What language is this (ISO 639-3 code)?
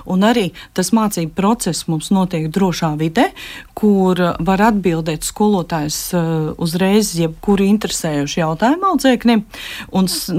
lav